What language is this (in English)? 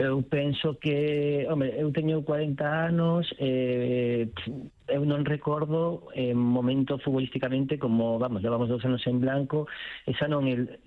Galician